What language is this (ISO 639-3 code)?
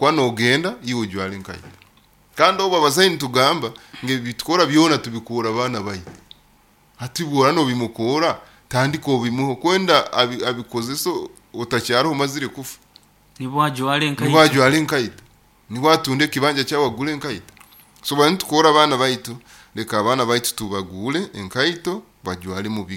nyo